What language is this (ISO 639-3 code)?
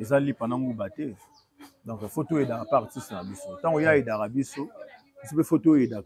lin